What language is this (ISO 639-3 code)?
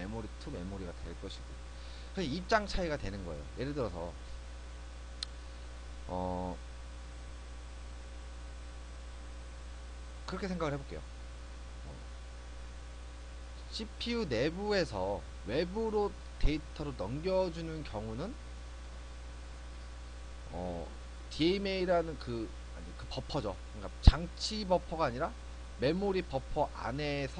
kor